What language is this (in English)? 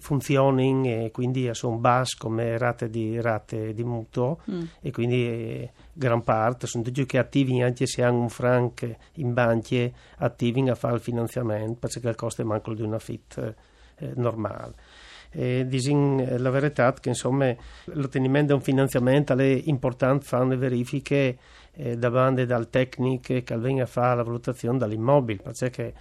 Friulian